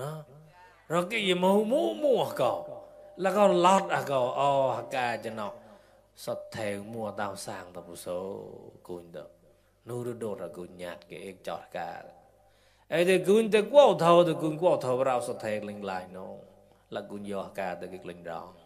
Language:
Mon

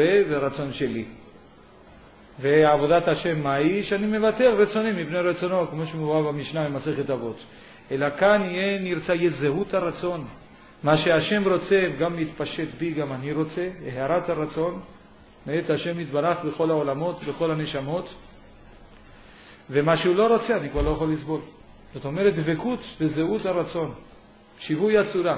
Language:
Hebrew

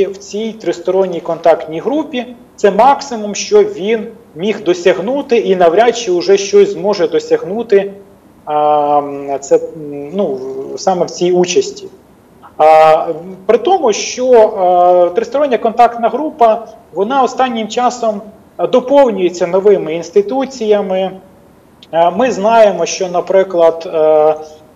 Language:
Ukrainian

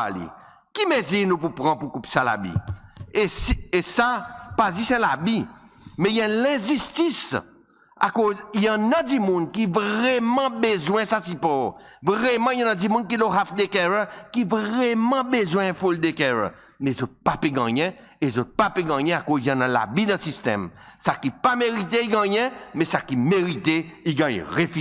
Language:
Seselwa Creole French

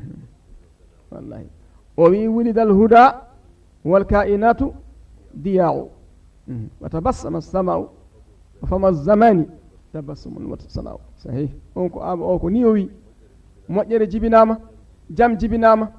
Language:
Fula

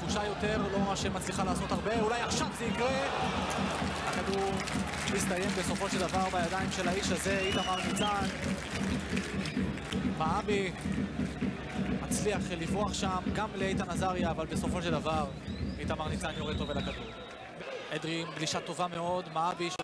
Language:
Hebrew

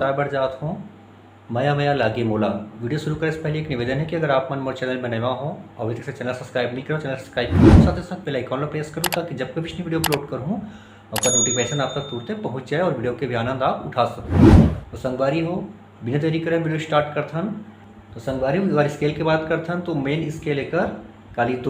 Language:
Chhattisgarhi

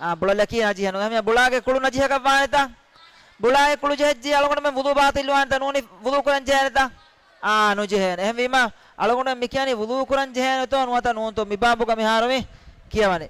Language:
Divehi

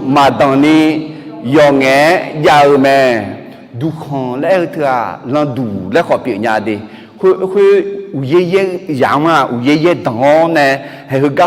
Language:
Akha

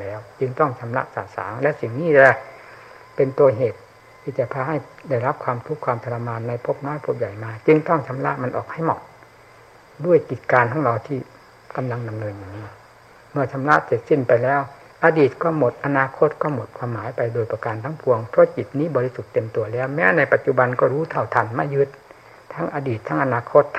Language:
Thai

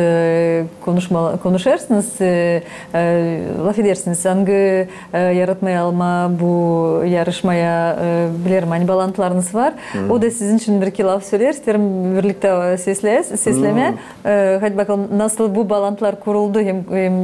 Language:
Gagauz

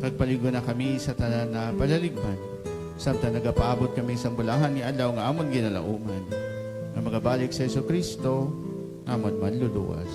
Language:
Hiligaynon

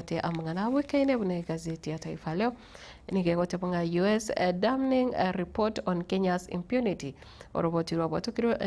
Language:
Gusii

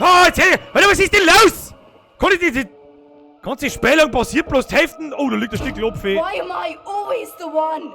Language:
Bavarian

